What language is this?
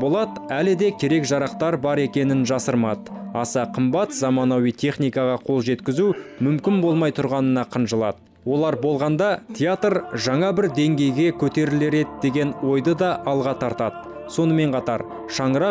Kazakh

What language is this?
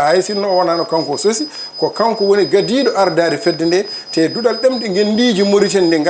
Fula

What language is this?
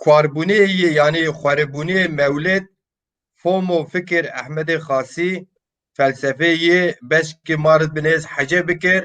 Zaza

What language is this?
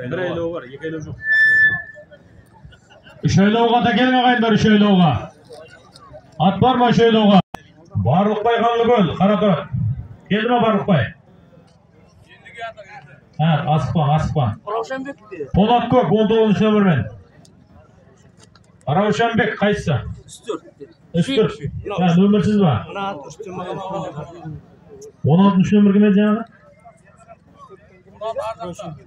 Kazakh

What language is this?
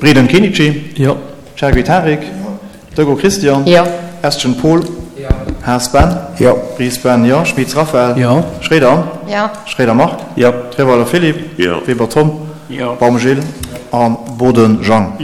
Luxembourgish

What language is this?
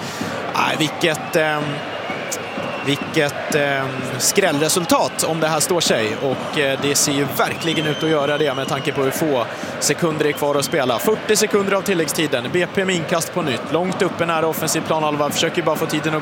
Swedish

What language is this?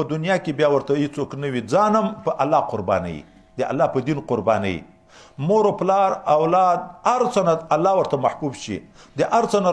Pashto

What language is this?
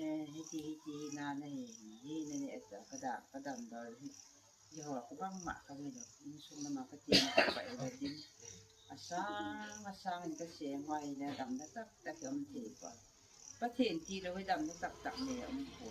Gangte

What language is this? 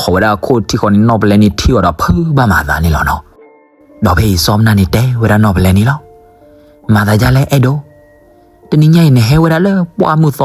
S'gaw Karen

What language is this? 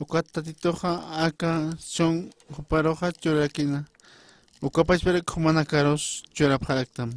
Aymara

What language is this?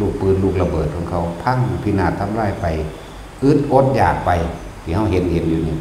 Northeastern Thai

